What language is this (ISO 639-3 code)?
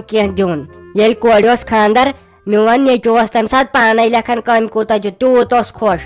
kas